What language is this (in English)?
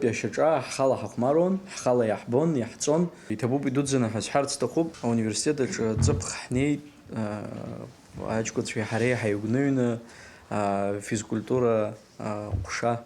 Abkhazian